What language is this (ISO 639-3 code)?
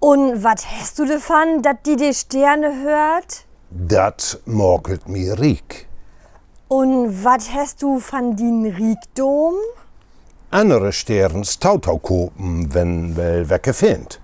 nds